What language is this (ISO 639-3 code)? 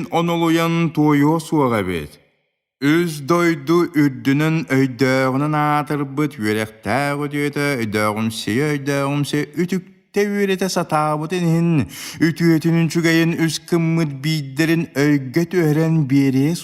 sah